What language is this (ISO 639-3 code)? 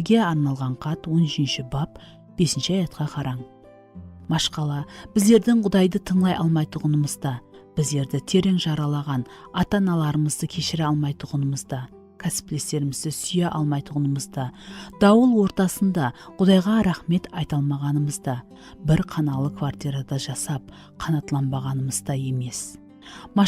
kaa